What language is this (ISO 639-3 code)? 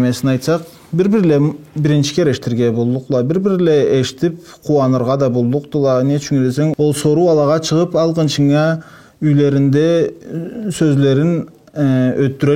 krc